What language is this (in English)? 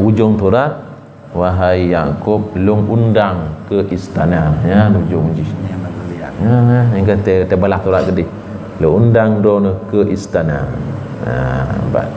Achinese